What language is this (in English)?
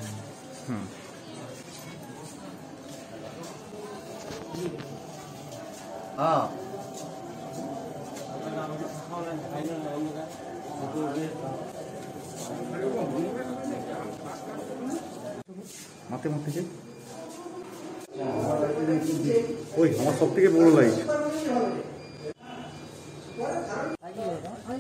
Bangla